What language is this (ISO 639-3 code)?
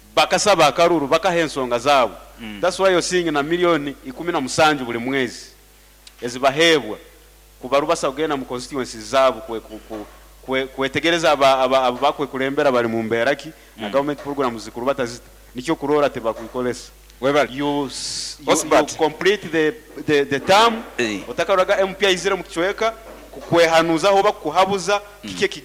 nyo